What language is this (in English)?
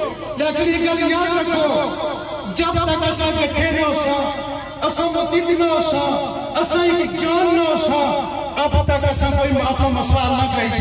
Pahari-Potwari